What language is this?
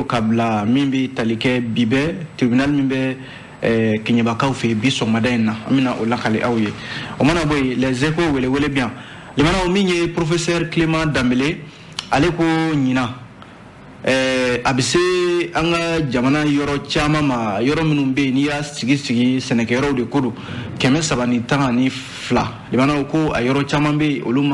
Bambara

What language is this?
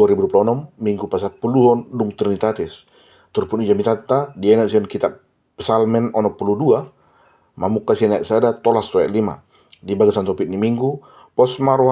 Batak Toba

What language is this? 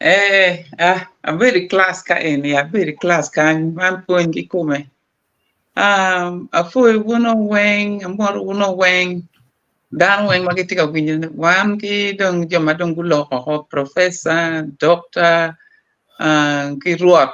Acoli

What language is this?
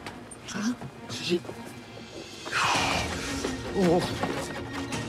Turkish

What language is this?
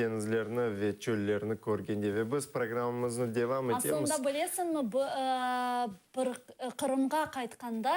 Crimean Tatar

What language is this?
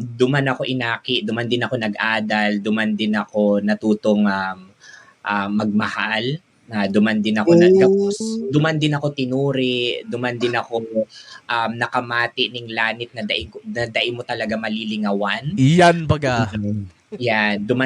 Bikol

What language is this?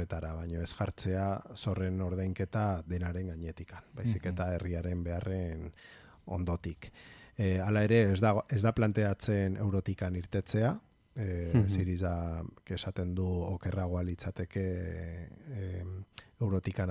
Basque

